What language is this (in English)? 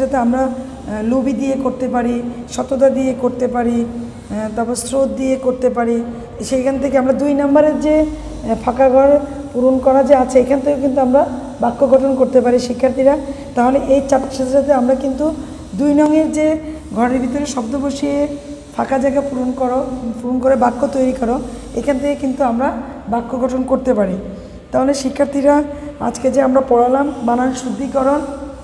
Bangla